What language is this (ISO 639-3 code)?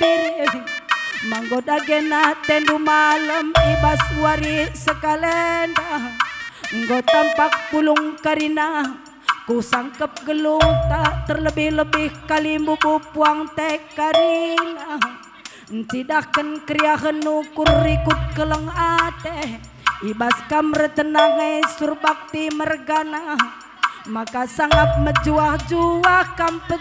btx